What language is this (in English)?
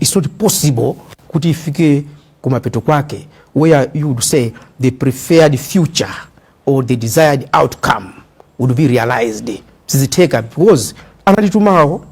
Nyanja